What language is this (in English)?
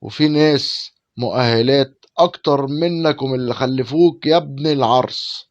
Egyptian Arabic